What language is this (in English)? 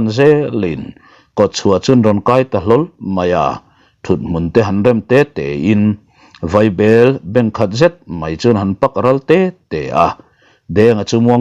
Mizo